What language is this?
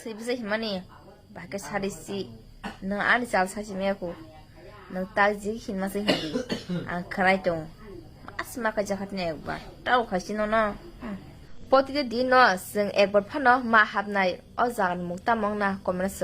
Kok Borok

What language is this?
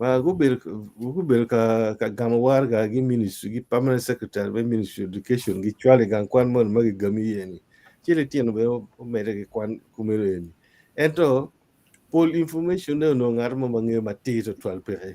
Acoli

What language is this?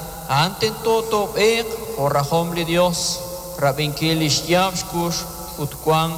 Kekchí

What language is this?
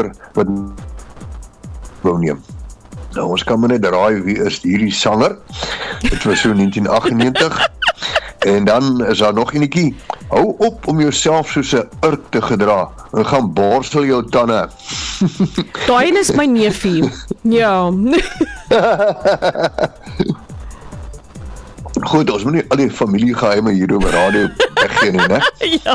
Afrikaans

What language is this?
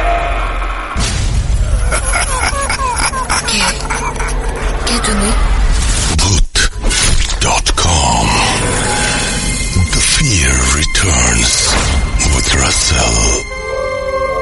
Bangla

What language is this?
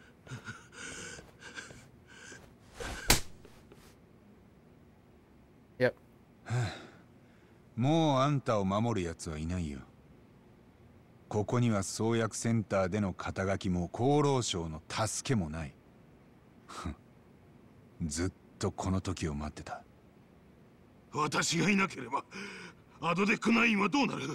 Japanese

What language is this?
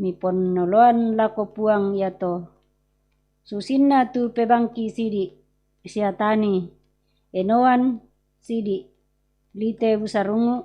Toraja-Sa'dan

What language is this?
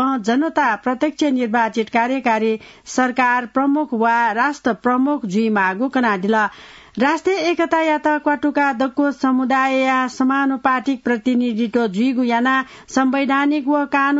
Newari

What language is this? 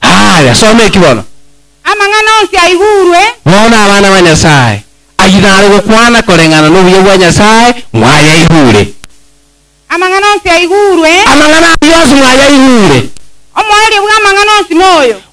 Gusii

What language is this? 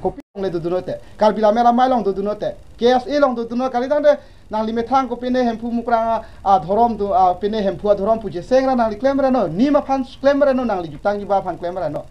Karbi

